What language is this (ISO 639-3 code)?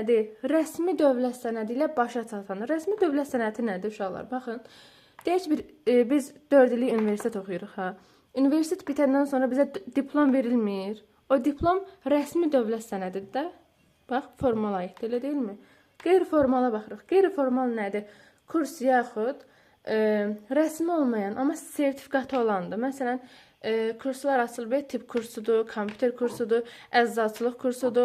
aze